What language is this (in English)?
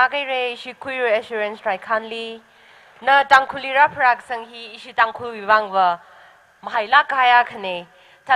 Tangkhul Naga (India)